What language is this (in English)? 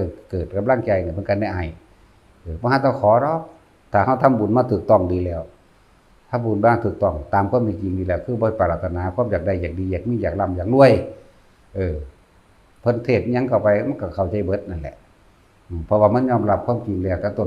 Northeastern Thai